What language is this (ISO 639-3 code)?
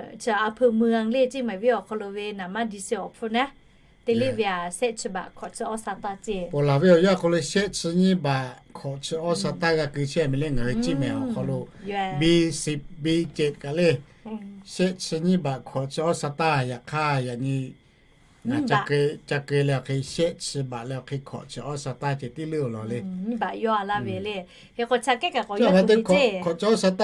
lhu